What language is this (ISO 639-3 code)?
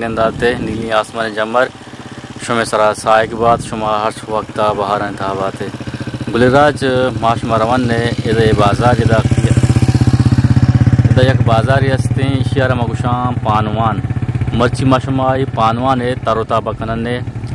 bgp